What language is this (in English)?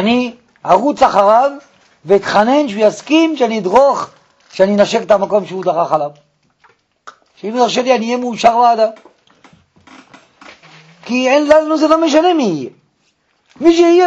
Hebrew